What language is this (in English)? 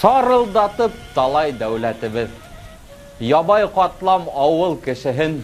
Bashkir